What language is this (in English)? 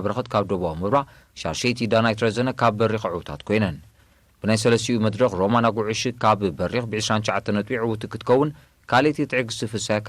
Tigrinya